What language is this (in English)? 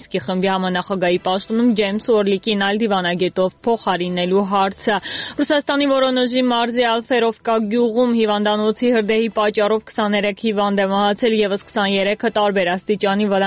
Armenian